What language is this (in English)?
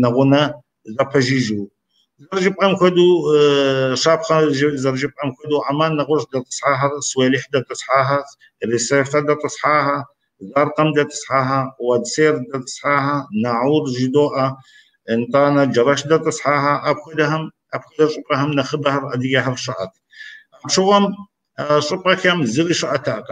Kabardian